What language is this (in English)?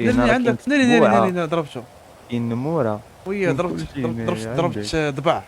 Moroccan Arabic